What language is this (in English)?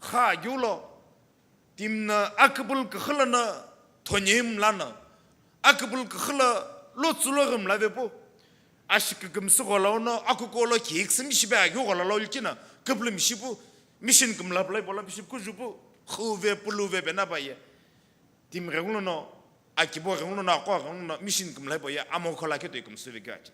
Sumi Naga